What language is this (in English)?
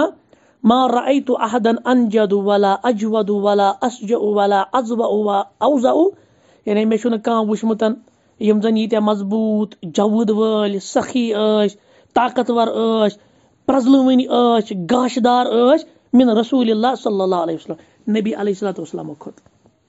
Kashmiri